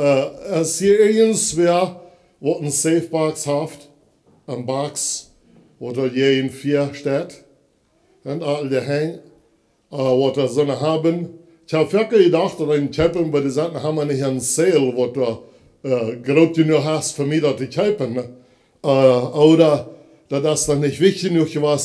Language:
Plautdietsch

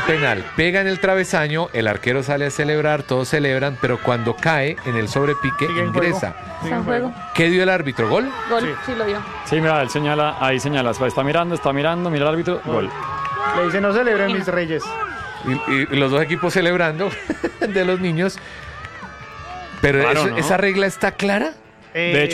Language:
Spanish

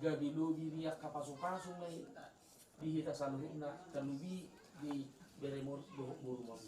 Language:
Batak Toba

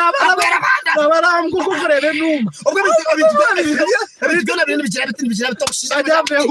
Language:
Nyankole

